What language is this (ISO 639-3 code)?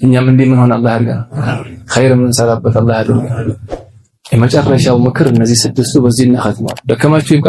amh